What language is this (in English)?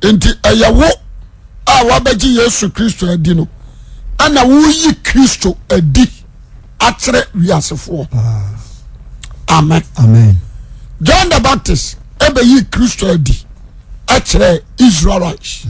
Akan